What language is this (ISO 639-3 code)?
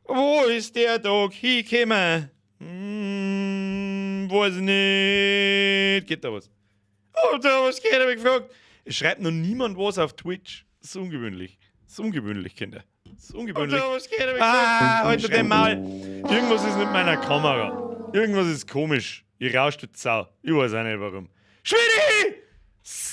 bar